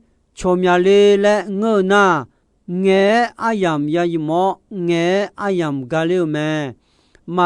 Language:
Akha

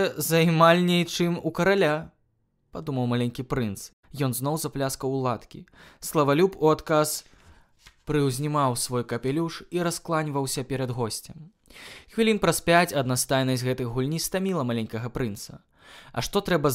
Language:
Belarusian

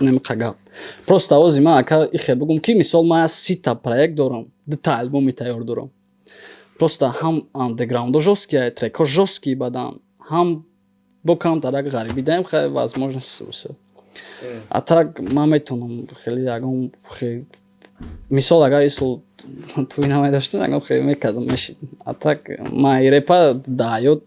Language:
Tajik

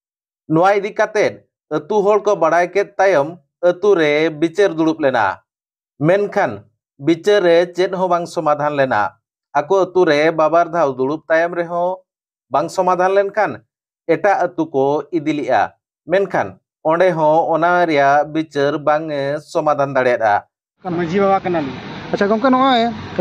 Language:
Santali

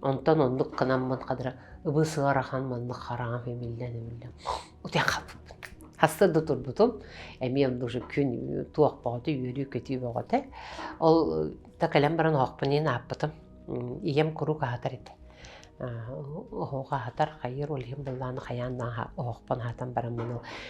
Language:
Yakut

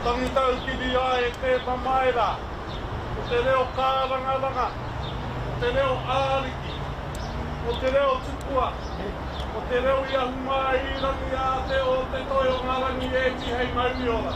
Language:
Māori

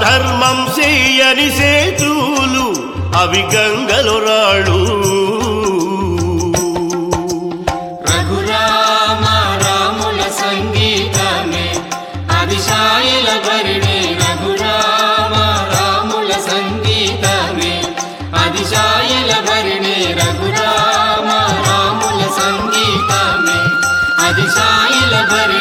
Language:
Telugu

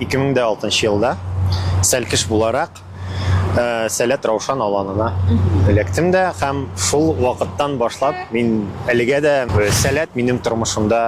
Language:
Tatar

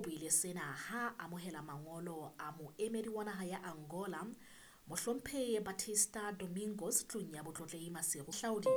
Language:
Southern Sotho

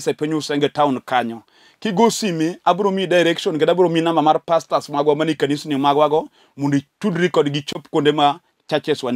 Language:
Luo (Kenya and Tanzania)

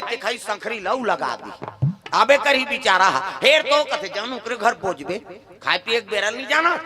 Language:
Chhattisgarhi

